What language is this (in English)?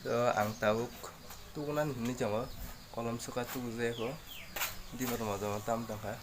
Kok Borok